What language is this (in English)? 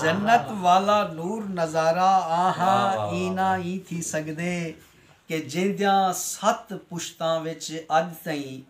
Saraiki